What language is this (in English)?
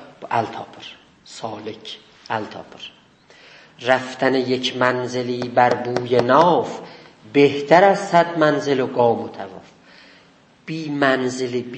South Azerbaijani